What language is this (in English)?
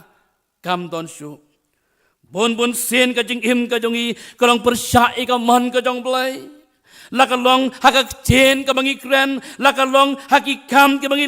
Khasi